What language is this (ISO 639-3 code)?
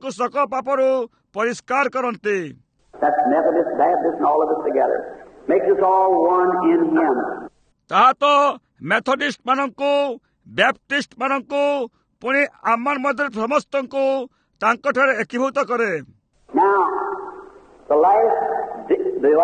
ori